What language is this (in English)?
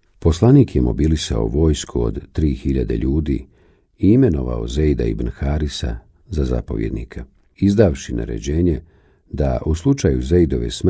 Bosnian